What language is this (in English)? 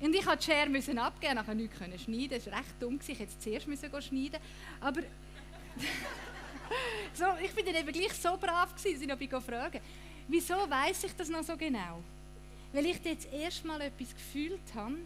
Swiss German